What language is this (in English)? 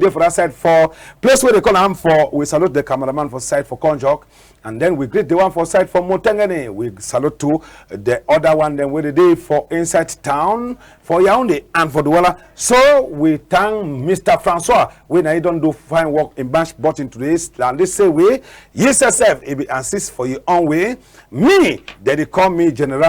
Cameroon Pidgin